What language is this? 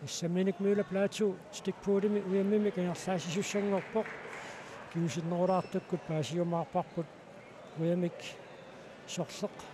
Kalaallisut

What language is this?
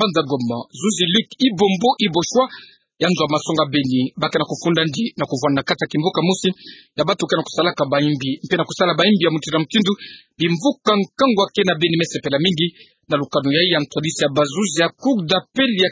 Kituba (Democratic Republic of Congo)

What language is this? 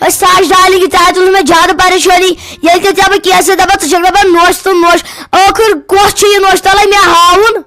Kashmiri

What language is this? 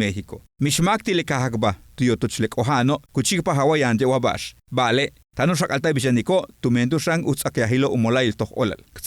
Yucateco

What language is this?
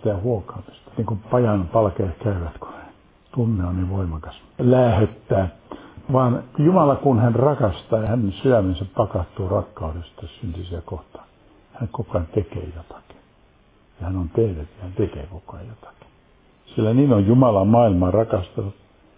Finnish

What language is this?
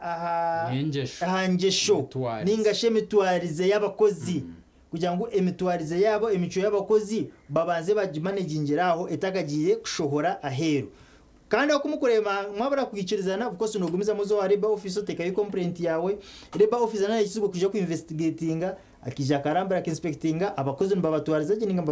Nyankole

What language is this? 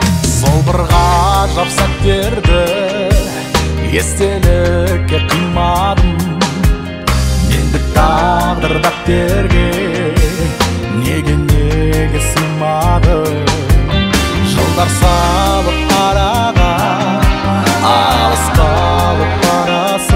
Kazakh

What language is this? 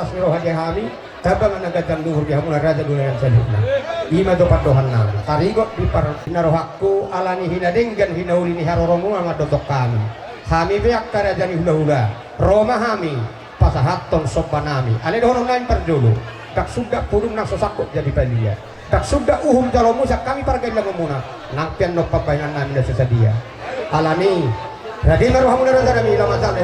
Batak Toba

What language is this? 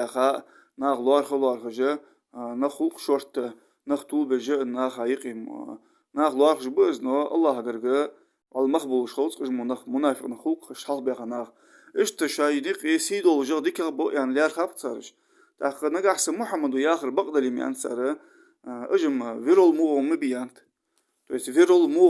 Ingush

